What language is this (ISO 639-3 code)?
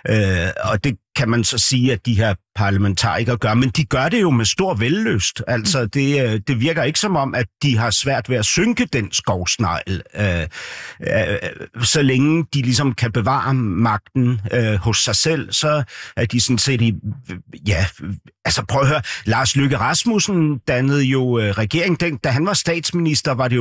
dan